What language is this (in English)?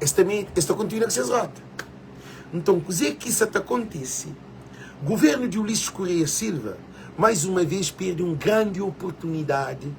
Kabuverdianu